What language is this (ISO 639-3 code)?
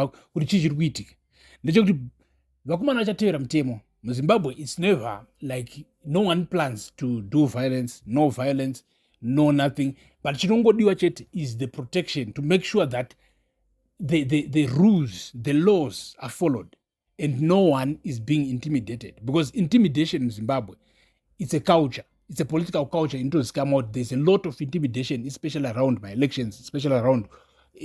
sna